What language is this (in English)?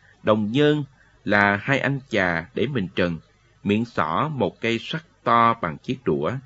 Vietnamese